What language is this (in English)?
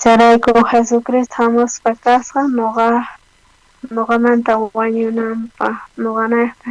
South Bolivian Quechua